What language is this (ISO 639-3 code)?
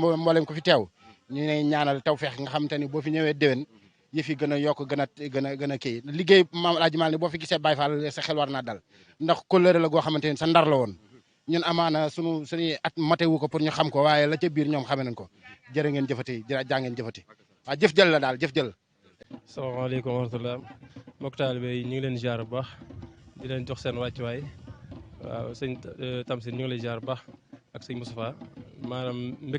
wol